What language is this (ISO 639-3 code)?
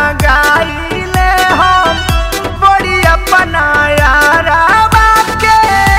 bho